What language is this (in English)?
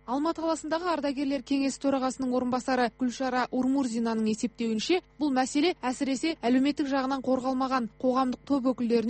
Kazakh